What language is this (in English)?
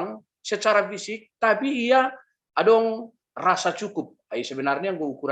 Batak Simalungun